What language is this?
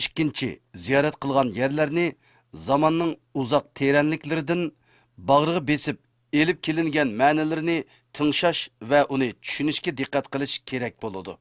Uyghur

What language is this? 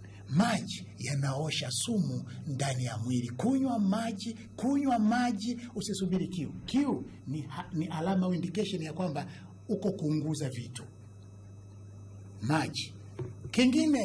Swahili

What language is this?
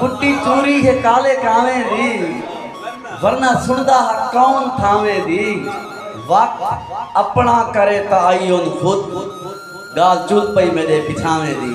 Saraiki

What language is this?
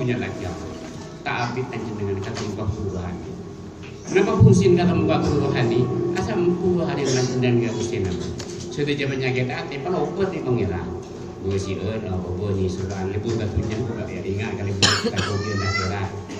Madurese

